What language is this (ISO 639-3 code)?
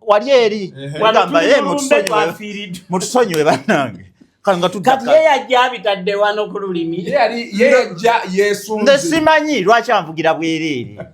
lug